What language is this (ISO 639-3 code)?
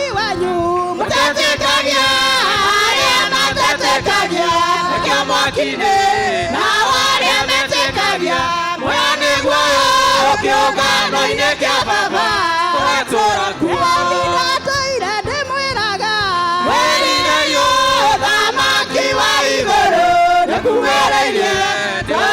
kik